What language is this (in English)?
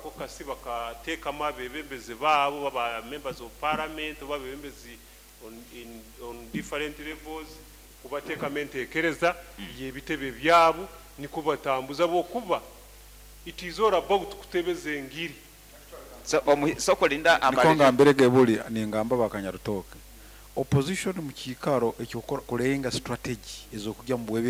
Nyoro